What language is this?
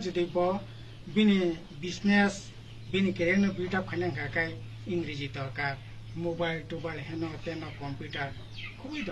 Kok Borok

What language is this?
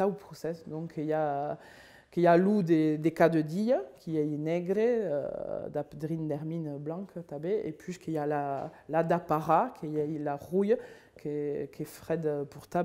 Occitan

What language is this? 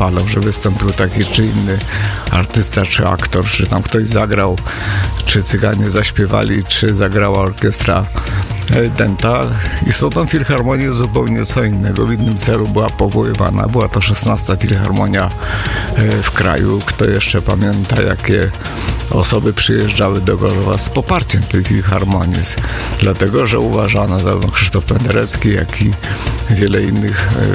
Polish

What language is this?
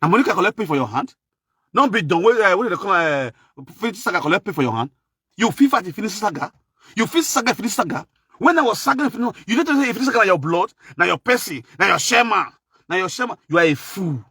Nigerian Pidgin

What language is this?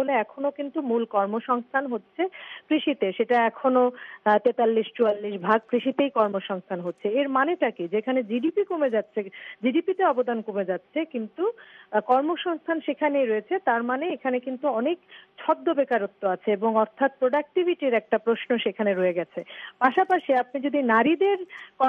Bangla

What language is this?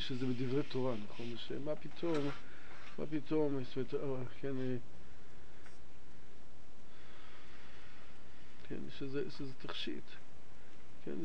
Hebrew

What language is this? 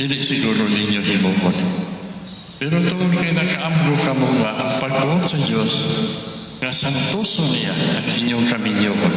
Cebuano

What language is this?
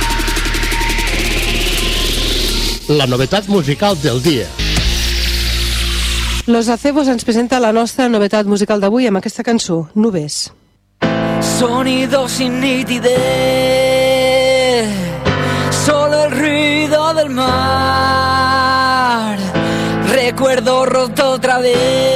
Catalan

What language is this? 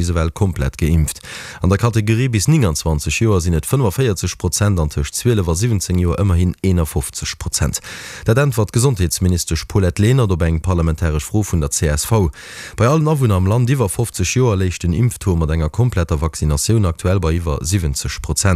Luxembourgish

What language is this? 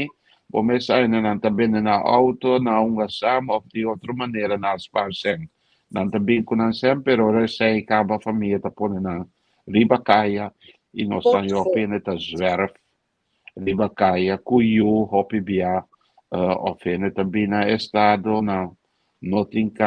Papiamento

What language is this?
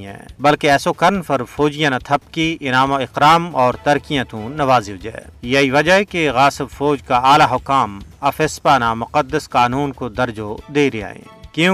Gujari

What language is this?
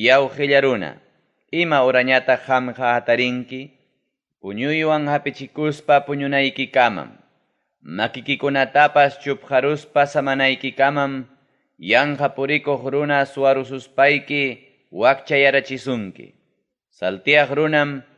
Ayacucho Quechua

